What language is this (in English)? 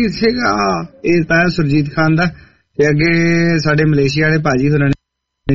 Punjabi